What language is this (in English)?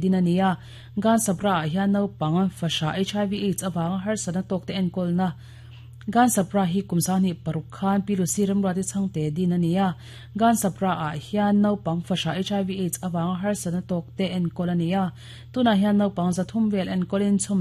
Mizo